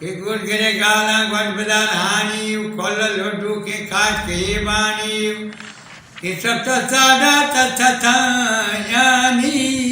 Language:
Eastern Balochi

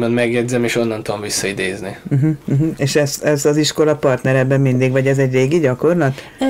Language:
Hungarian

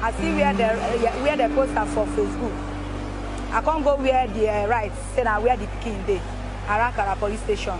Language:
Nigerian Pidgin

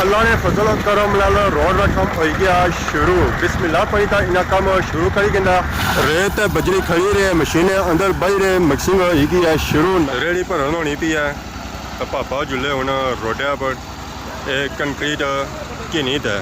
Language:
Pahari-Potwari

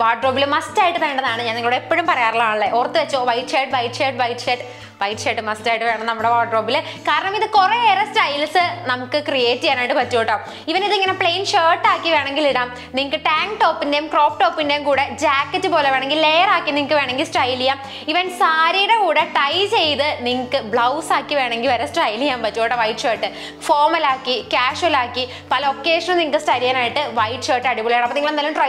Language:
Malayalam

